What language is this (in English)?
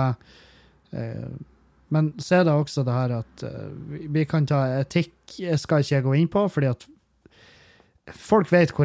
Norwegian